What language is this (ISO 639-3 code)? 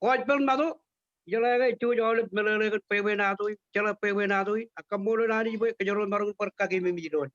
mah